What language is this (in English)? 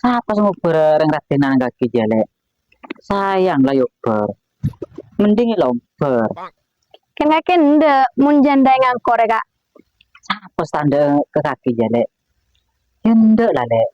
Madurese